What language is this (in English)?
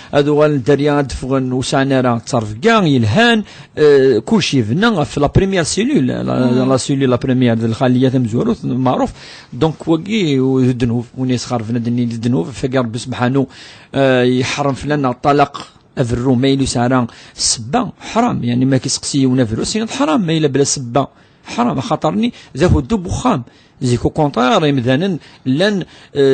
Kabyle